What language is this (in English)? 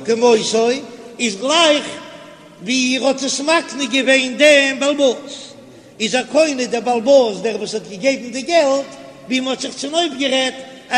Yiddish